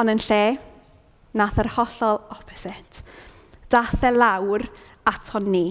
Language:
Welsh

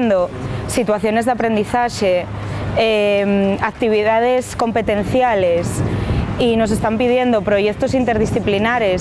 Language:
Asturian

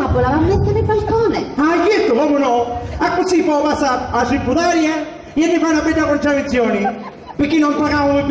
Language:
Sicilian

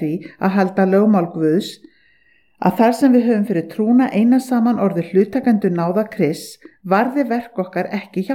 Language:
Icelandic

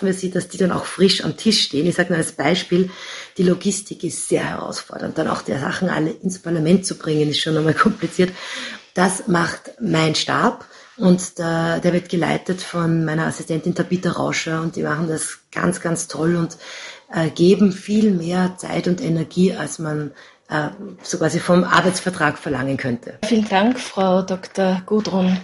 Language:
German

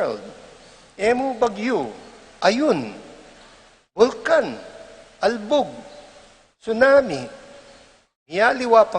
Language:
Pampanga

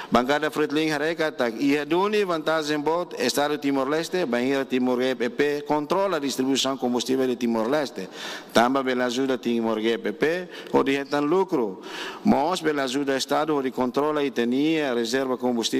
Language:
Tetum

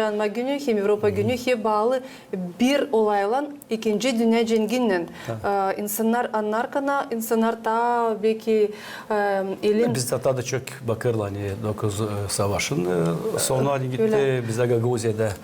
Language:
Gagauz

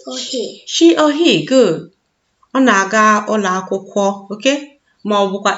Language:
Igbo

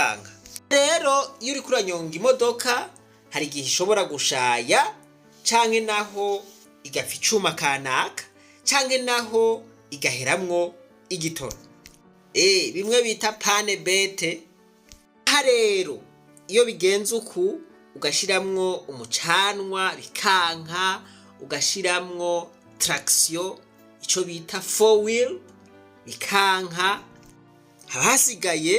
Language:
Rundi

